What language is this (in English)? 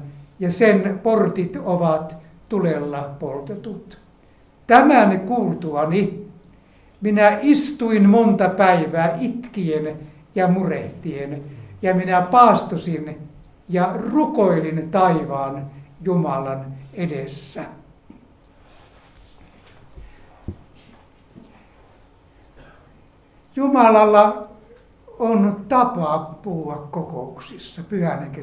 Finnish